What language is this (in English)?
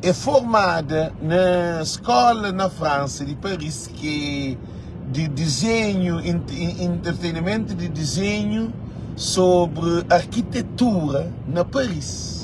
Kabuverdianu